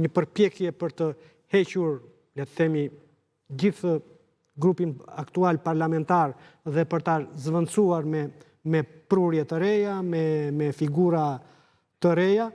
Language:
Albanian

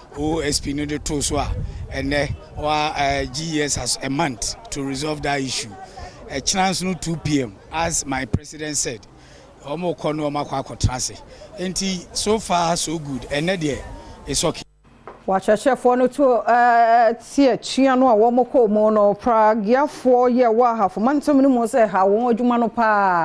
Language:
Akan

